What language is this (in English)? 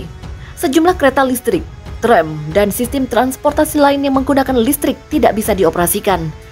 Indonesian